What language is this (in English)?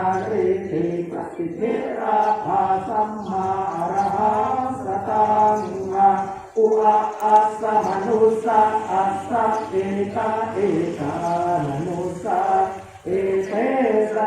Pali